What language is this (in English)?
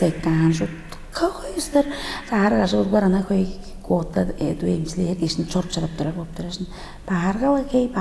Tuvinian